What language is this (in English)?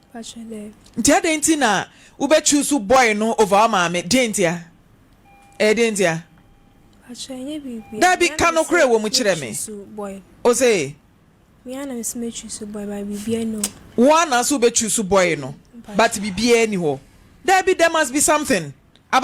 Akan